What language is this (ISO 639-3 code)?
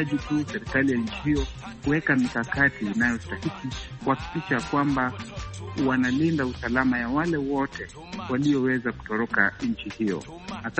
swa